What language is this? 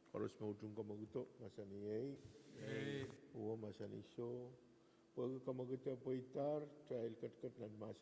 Pohnpeian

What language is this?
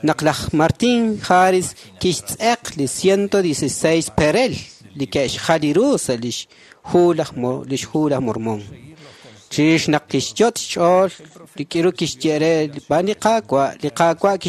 Kekchí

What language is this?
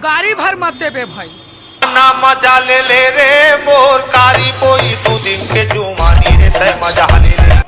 Chhattisgarhi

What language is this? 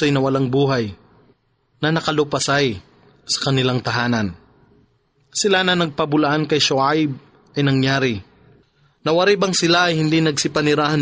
Filipino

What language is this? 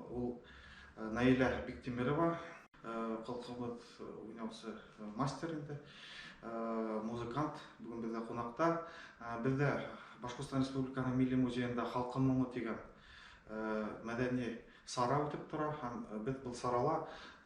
Bashkir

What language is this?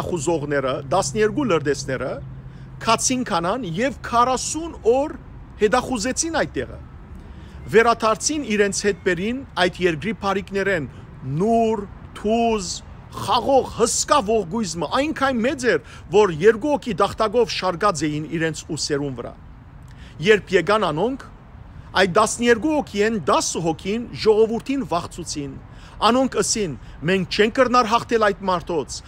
Western Armenian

